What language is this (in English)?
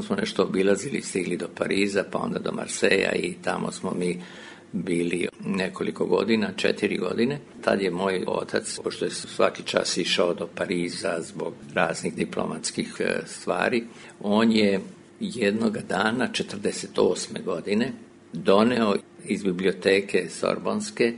Serbian